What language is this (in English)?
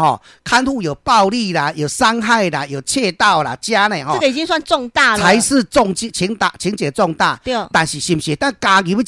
Min Nan Chinese